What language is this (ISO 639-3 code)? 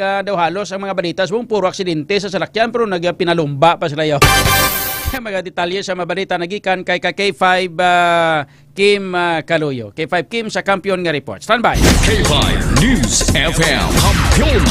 hil